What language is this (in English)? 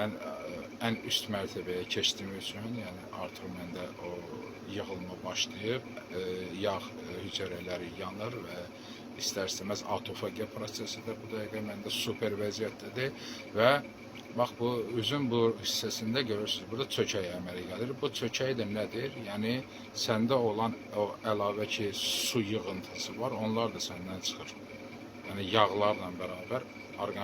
Azerbaijani